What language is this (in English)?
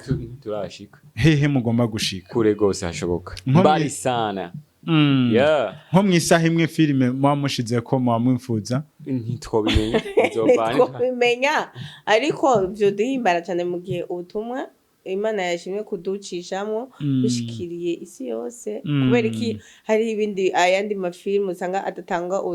Rundi